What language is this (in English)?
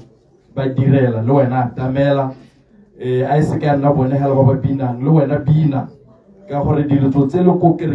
Tswana